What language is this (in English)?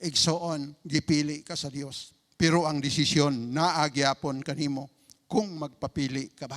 Cebuano